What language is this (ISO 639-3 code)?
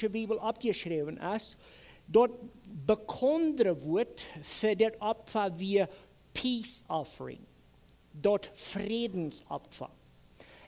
pdt